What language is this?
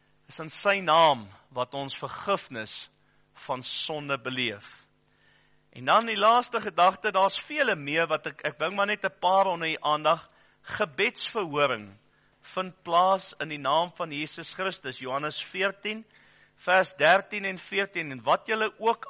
Afrikaans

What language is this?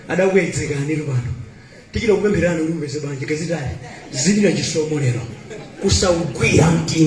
Nyanja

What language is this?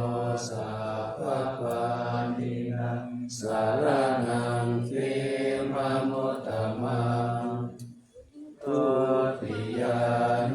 Pali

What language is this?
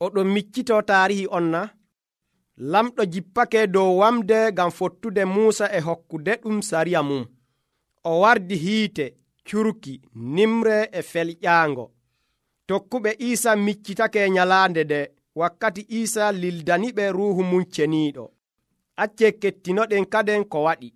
Nigerian Fulfulde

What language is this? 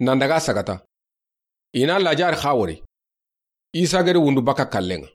Soninke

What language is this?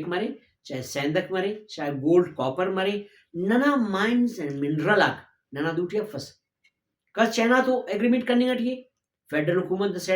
Brahui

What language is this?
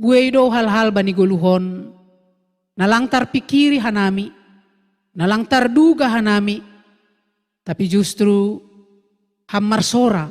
Batak Simalungun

